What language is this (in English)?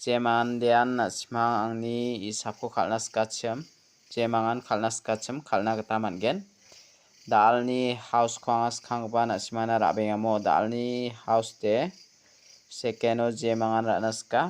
Garo